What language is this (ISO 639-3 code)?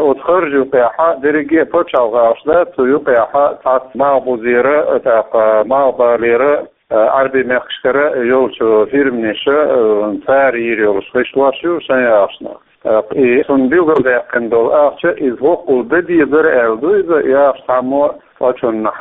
che